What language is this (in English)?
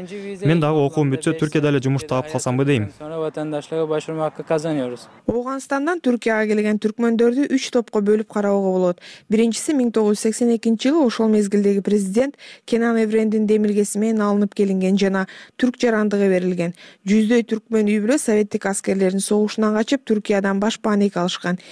Kyrgyz